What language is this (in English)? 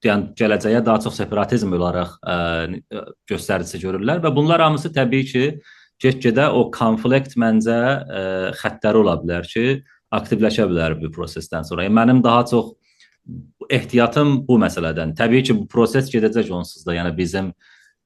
South Azerbaijani